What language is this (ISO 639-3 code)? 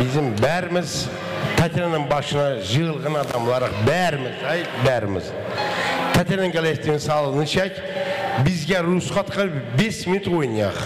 kaa